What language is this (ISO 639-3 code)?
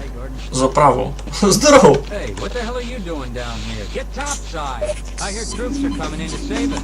rue